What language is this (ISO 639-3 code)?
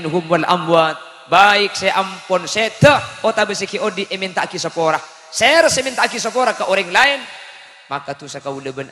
mad